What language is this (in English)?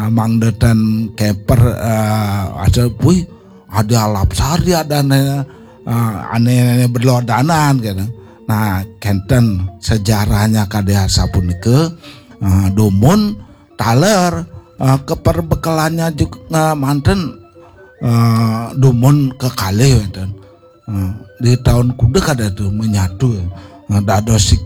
Balinese